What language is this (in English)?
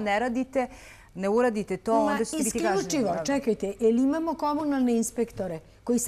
Serbian